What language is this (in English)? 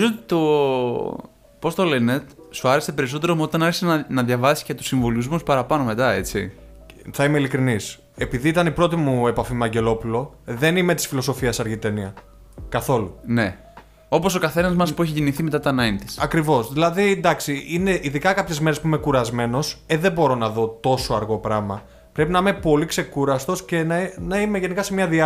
Greek